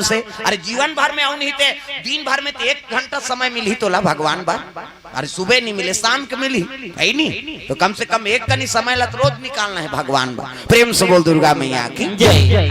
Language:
Chhattisgarhi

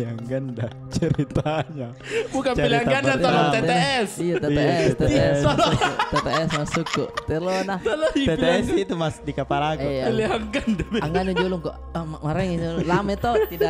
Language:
Makassar Malay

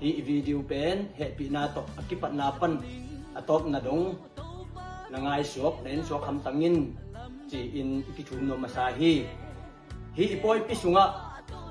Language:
Tedim Chin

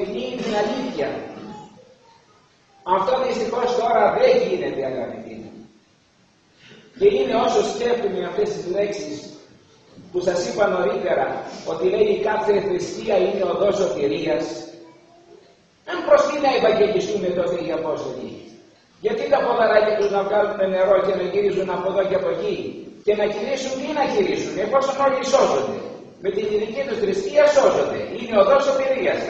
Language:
Greek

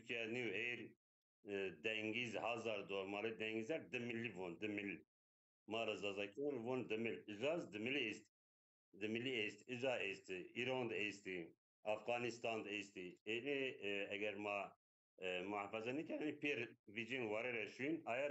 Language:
Zaza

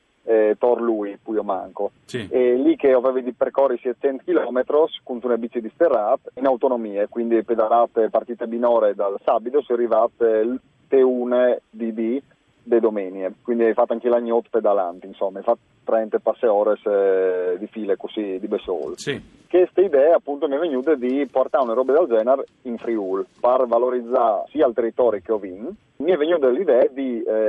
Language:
Friulian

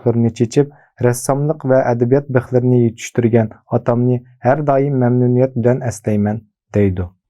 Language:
Uyghur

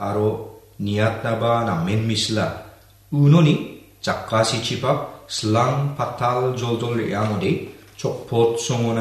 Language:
Garo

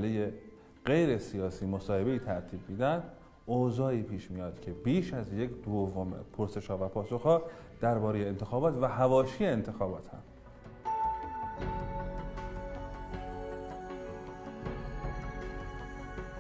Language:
Persian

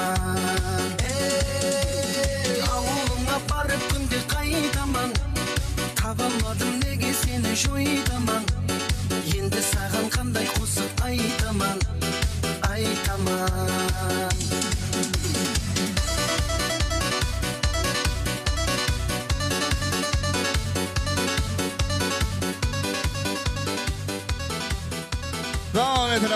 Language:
Kazakh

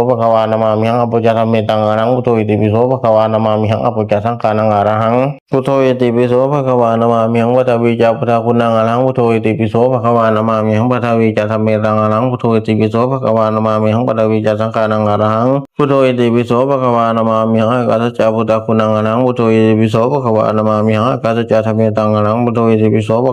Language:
Pali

